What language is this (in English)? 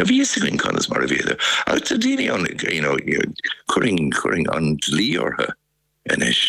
Irish